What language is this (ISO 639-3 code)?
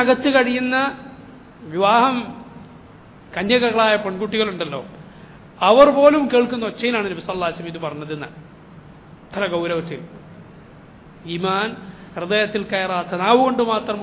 mal